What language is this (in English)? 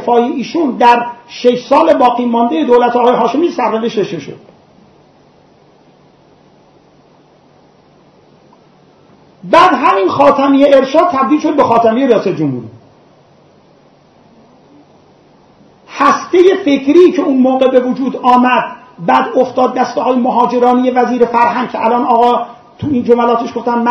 Persian